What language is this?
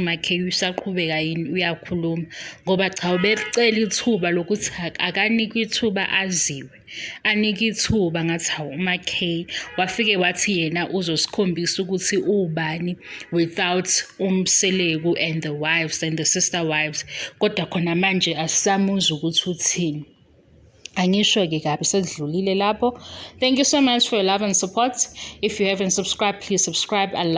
Zulu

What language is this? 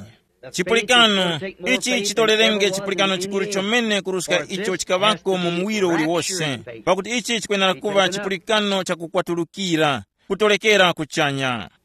Tumbuka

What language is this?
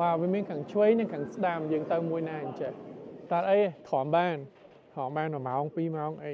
Khmer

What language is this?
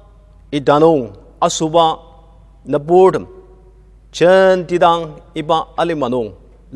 Ao Naga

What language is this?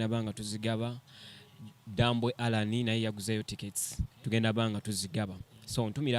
Ganda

